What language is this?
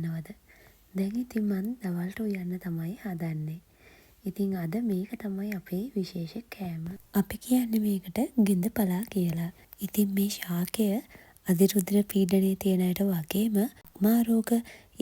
Sinhala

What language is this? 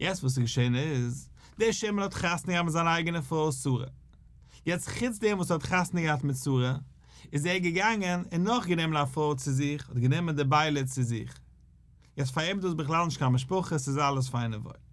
Yiddish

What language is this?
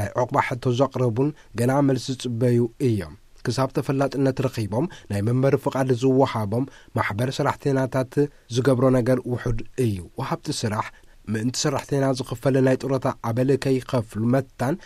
Tigrinya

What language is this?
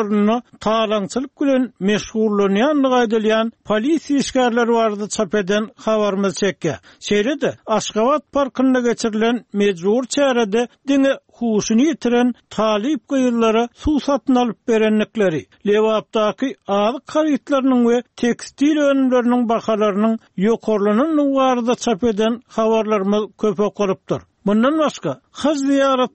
Turkmen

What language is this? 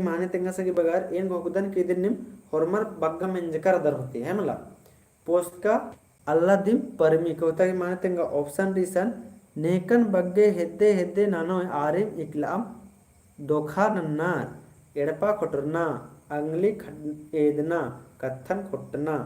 Kurukh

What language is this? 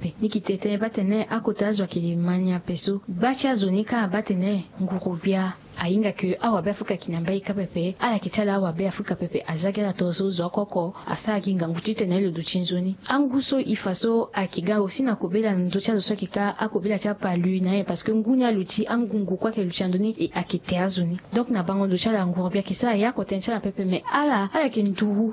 Sango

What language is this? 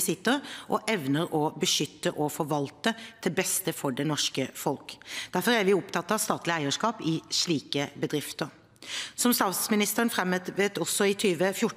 Norwegian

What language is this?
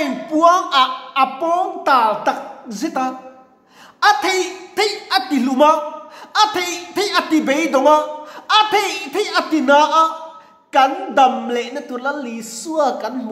Mizo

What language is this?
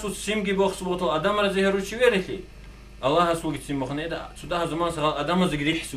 Avaric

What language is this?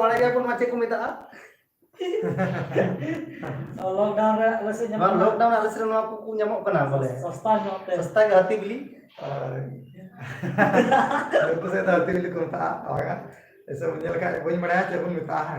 Santali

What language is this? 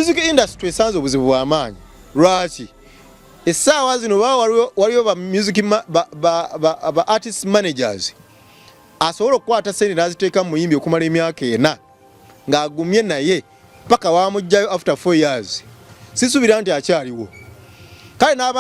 Ganda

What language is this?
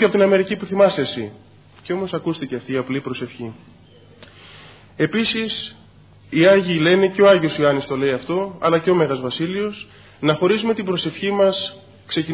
Greek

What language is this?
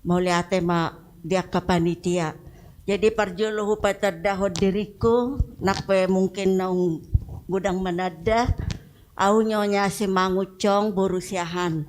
Batak Toba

